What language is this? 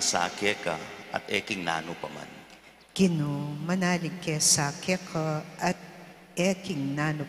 Pampanga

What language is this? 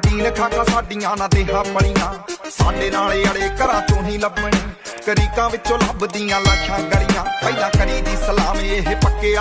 Punjabi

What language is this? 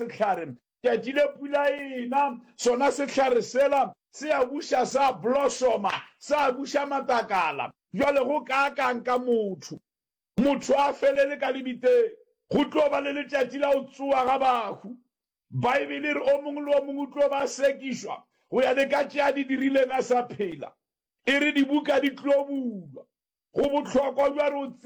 Northern Sotho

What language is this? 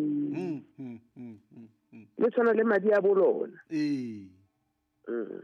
Southern Sotho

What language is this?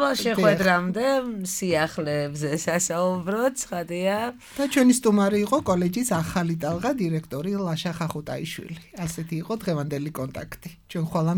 Georgian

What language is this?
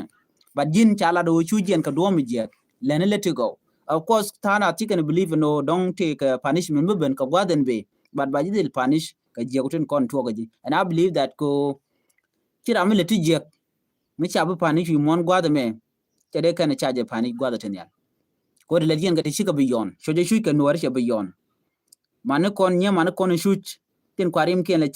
Nuer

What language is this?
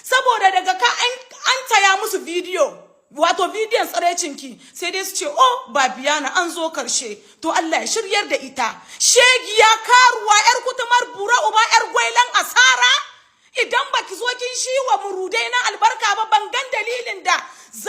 Hausa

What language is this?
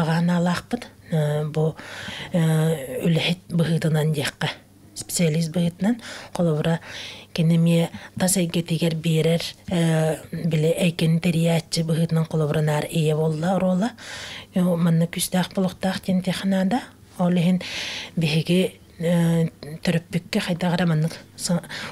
Yakut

